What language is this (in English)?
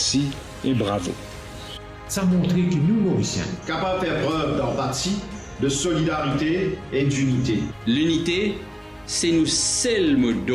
Morisyen